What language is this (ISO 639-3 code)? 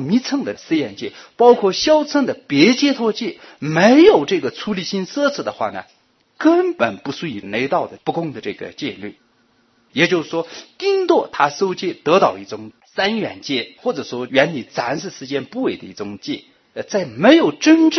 zho